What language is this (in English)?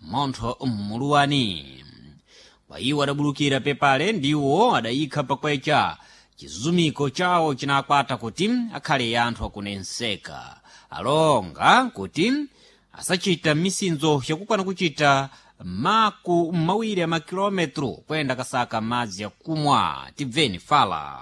Sena